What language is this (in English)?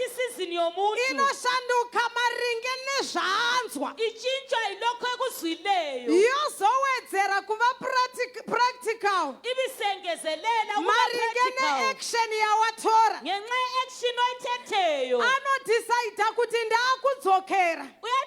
Shona